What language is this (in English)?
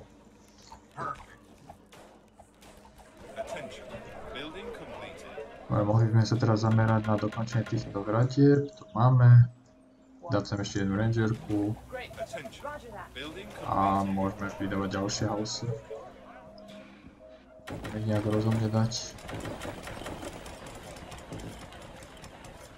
Slovak